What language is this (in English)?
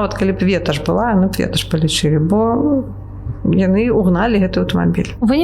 Belarusian